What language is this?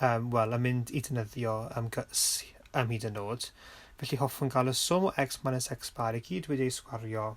Welsh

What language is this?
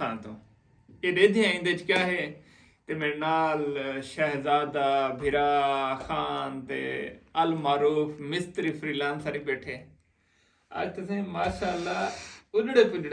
Saraiki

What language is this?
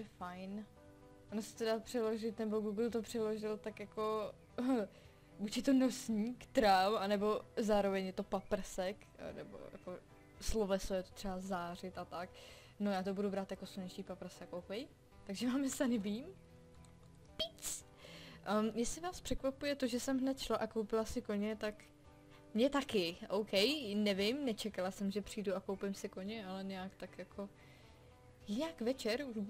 Czech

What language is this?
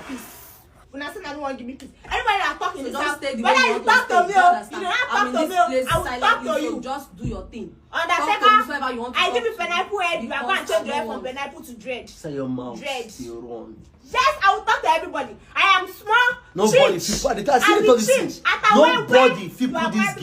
Nigerian Pidgin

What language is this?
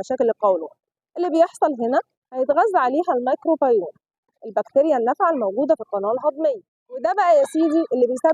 Egyptian Arabic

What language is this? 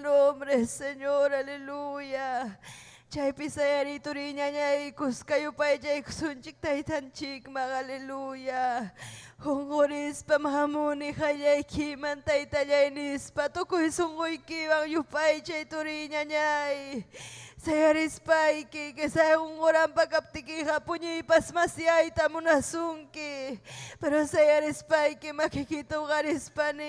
Ayacucho Quechua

